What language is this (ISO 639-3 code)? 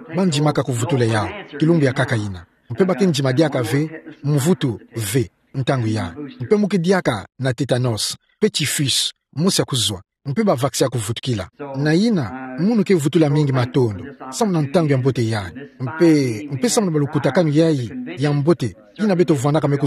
ktu